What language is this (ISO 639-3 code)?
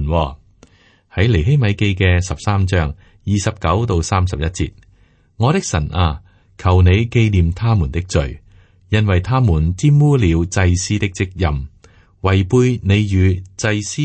yue